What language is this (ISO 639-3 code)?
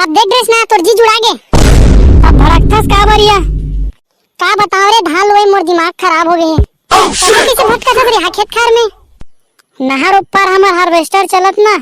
hne